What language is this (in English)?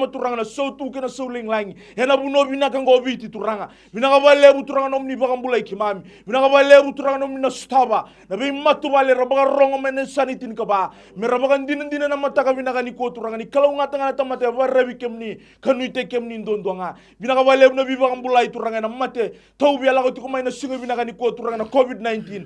Fijian